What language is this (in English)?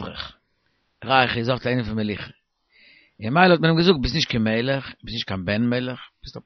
Yiddish